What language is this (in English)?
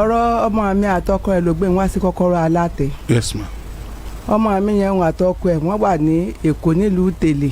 Yoruba